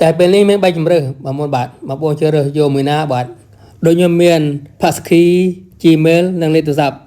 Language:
Khmer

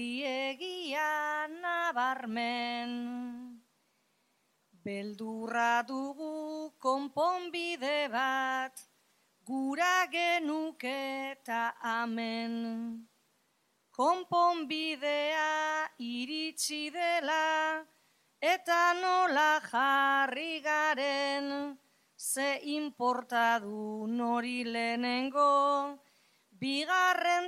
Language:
Basque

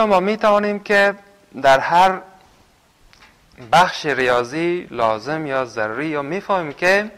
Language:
Persian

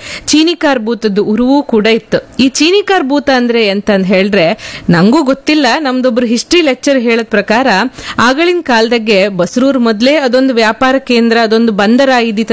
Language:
Kannada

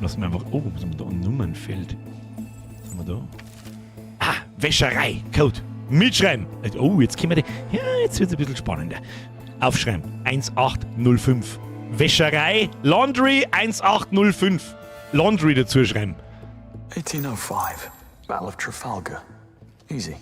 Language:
Bavarian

